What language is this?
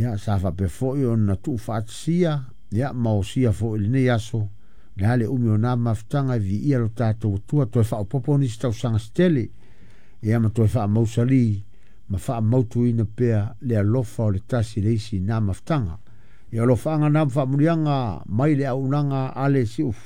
Samoan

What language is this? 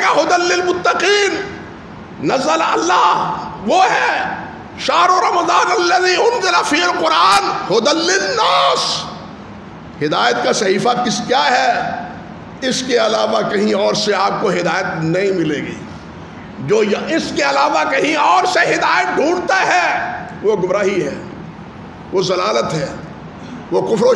Urdu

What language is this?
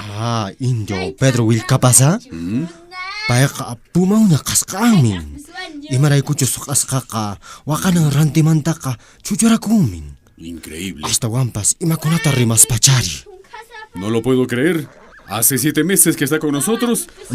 Puno Quechua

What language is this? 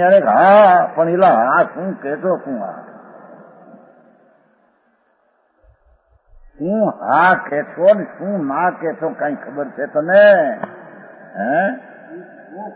Gujarati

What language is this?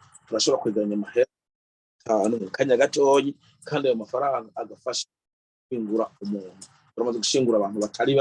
Rundi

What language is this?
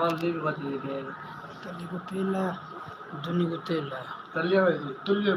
Saraiki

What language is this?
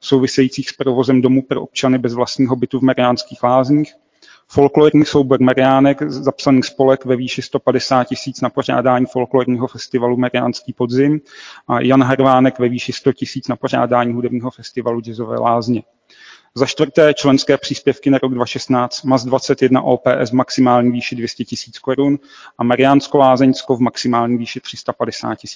Czech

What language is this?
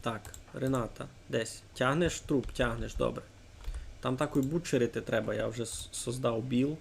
Rusyn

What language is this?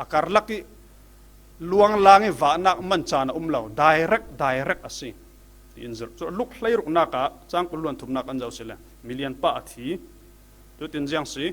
Falam Chin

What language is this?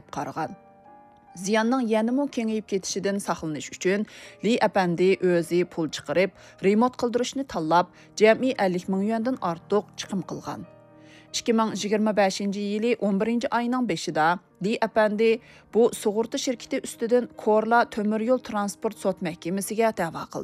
Uyghur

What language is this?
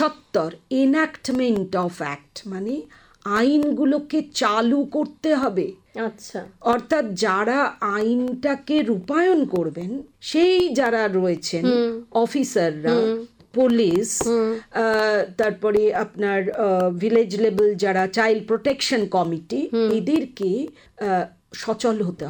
Bangla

